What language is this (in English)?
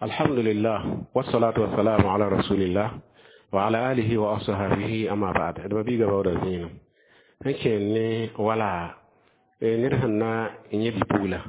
Mossi